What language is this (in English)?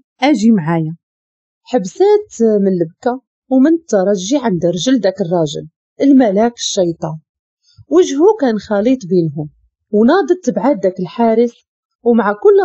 Moroccan Arabic